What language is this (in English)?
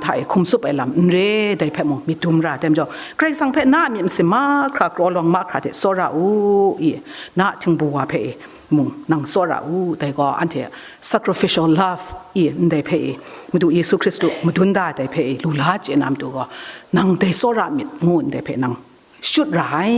Kachin